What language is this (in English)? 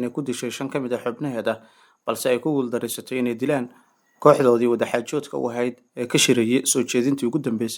Somali